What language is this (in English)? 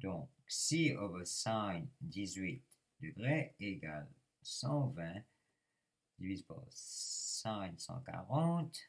Morisyen